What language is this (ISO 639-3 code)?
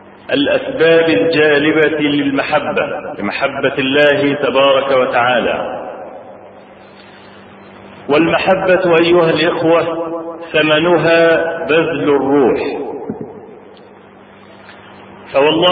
ara